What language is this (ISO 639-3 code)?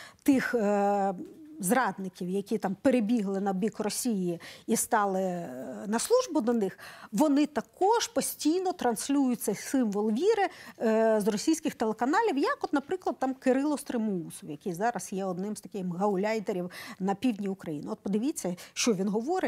ukr